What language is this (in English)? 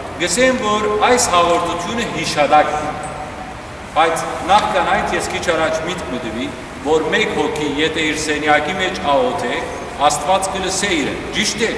Western Armenian